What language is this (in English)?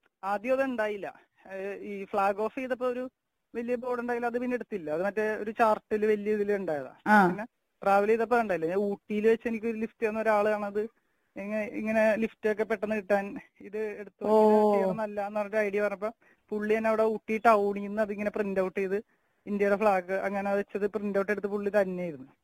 Malayalam